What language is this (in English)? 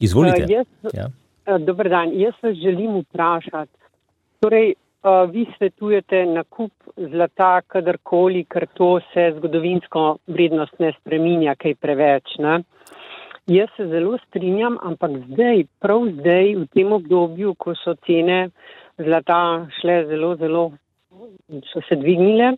Slovenian